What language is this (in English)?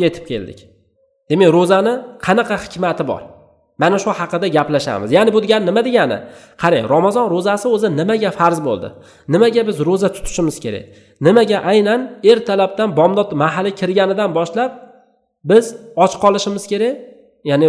Uzbek